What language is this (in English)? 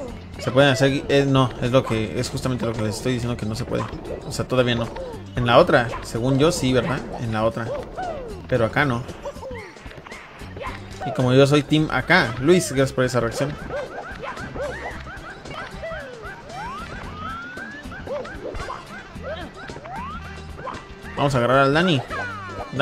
Spanish